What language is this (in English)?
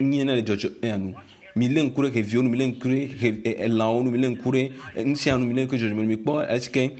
Ewe